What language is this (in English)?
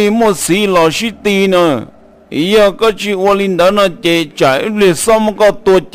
Hmong